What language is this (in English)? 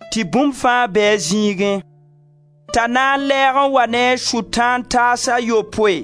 Mossi